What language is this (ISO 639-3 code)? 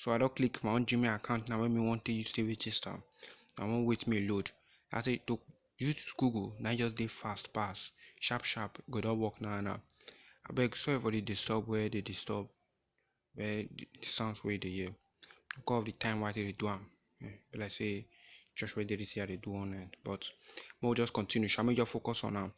pcm